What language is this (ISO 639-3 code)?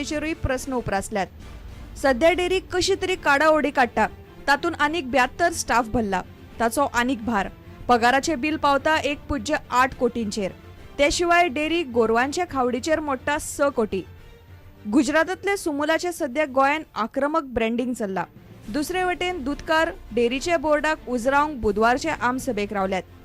kok